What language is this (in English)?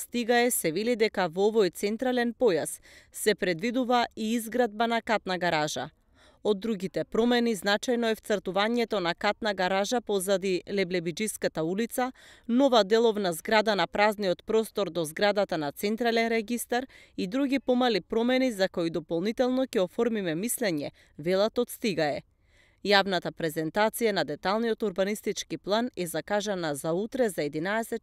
Macedonian